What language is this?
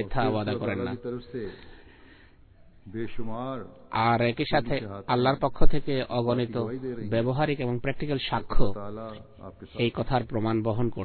Bangla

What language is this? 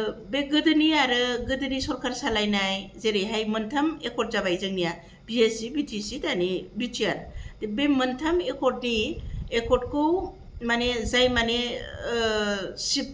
Bodo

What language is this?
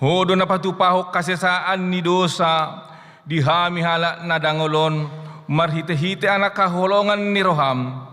Batak Toba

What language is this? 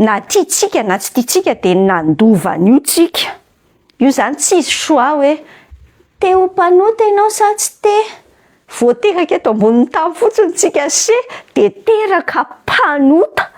Malagasy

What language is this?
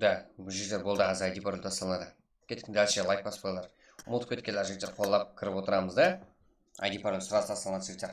Kara-Kalpak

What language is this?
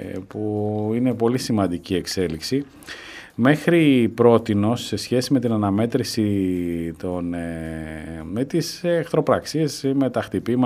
Greek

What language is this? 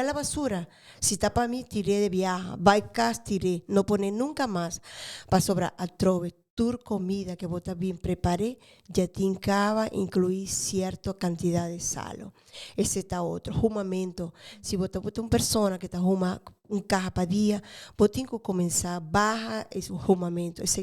Papiamento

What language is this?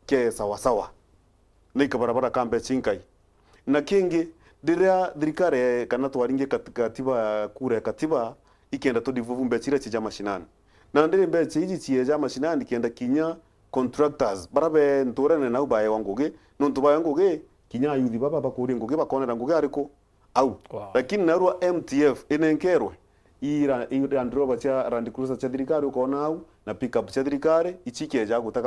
Meru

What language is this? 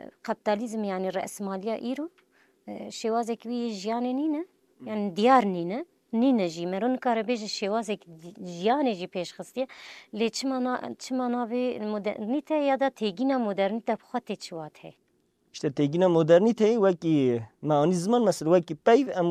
Kurdish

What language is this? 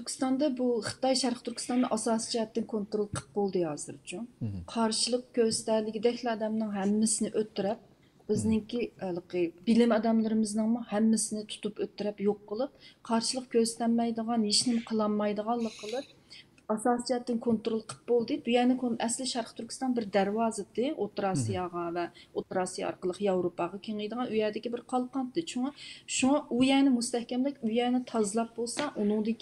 Uyghur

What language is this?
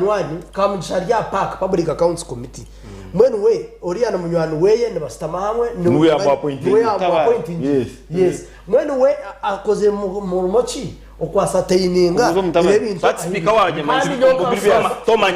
Nyankole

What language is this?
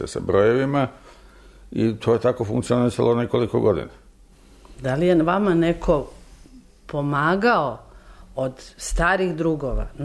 Serbian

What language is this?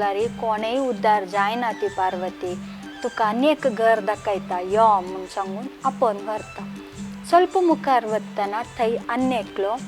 Konkani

